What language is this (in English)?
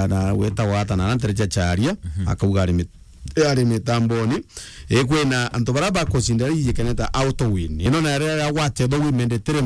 Meru